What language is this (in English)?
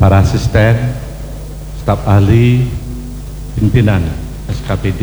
Balinese